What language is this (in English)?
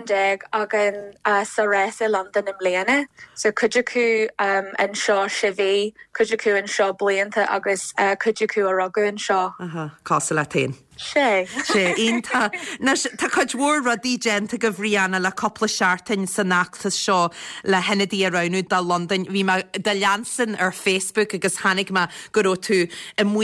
Irish